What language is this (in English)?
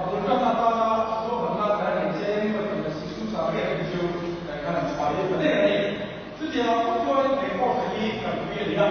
Mizo